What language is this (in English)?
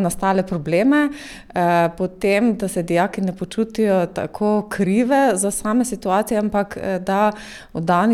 Slovenian